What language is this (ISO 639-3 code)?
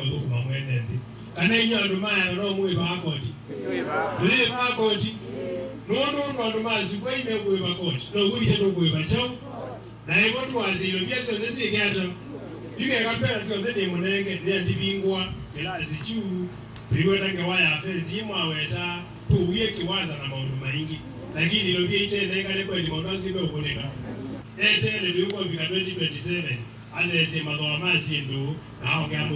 kam